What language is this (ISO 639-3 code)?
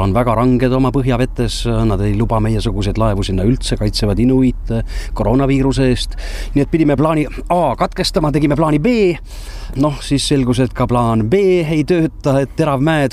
est